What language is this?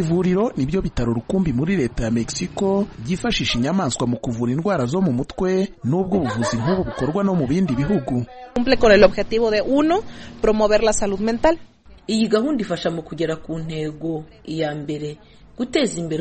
Kinyarwanda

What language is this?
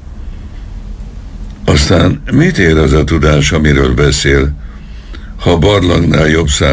Hungarian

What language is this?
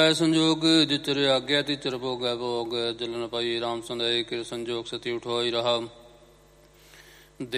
Punjabi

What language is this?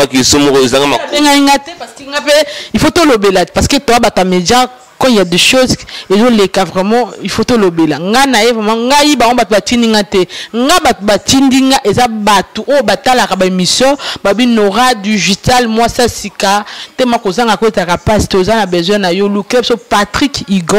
Lingala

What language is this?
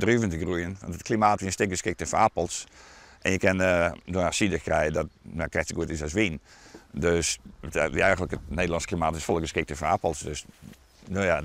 Western Frisian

